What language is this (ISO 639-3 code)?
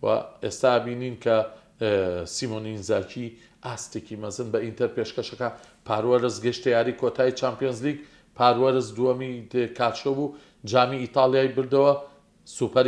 ckb